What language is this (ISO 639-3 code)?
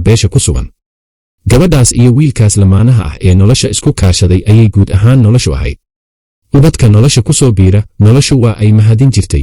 som